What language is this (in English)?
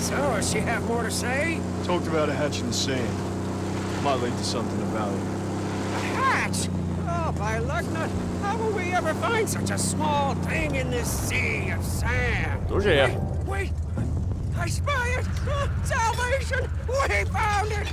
Bavarian